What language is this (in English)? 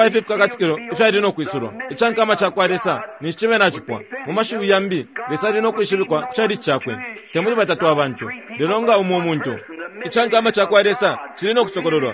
Bemba